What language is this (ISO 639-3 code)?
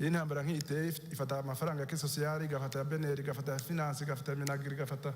kin